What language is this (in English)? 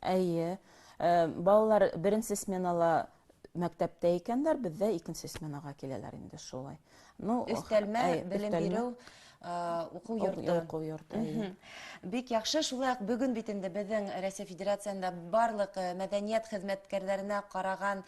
Bashkir